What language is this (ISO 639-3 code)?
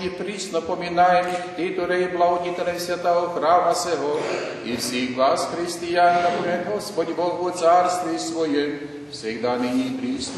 rue